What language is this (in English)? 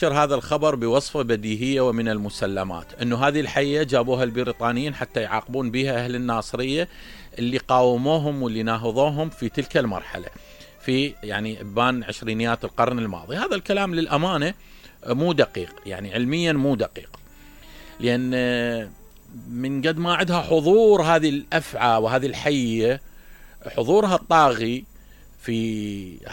Mesopotamian Arabic